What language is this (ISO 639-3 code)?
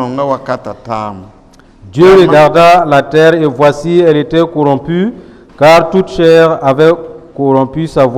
mos